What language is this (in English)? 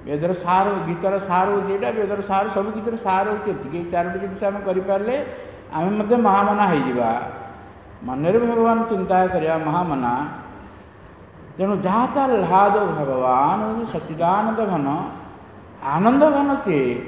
Odia